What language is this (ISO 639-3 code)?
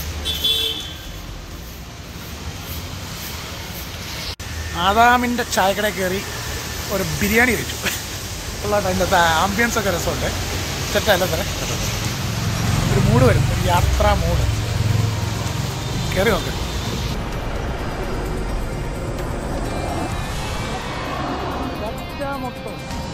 mal